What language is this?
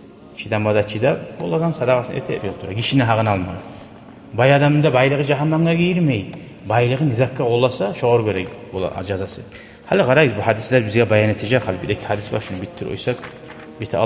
Kumyk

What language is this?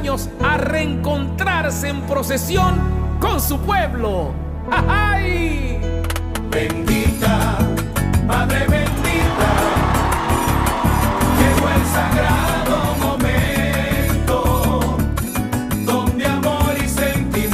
Spanish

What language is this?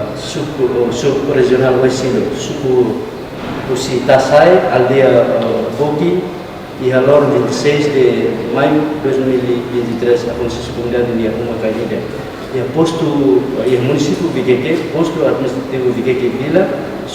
Tetum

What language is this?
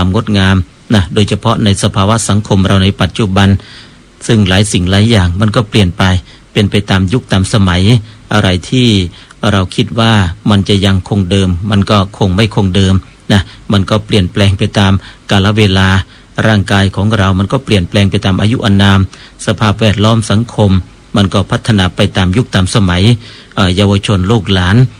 Thai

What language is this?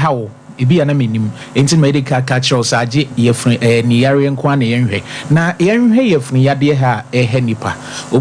Akan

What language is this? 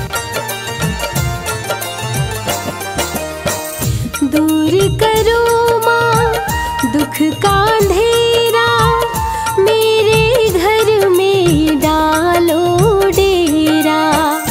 Hindi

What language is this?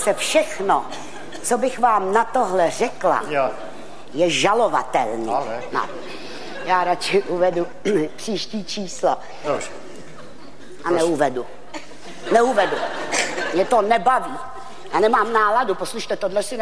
Czech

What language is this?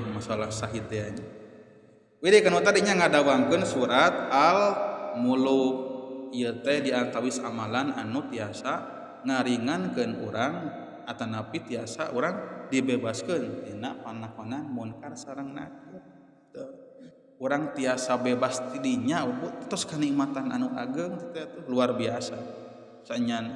Sundanese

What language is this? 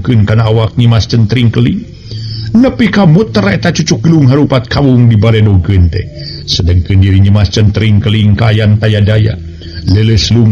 Sundanese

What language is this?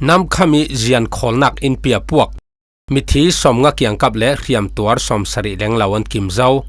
Falam Chin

